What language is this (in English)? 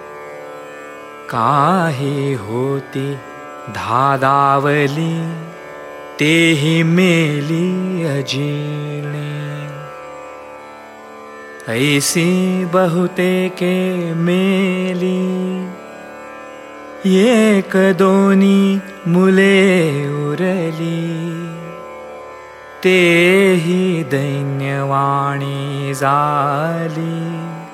Marathi